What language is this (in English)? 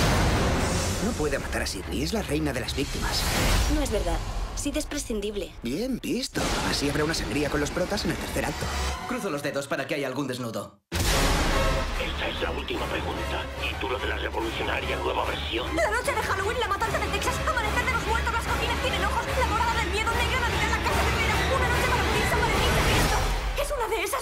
Spanish